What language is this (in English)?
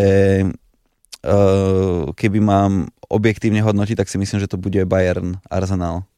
Slovak